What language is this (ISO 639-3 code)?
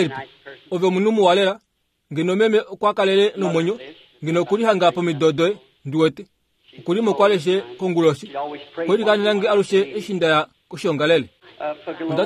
kua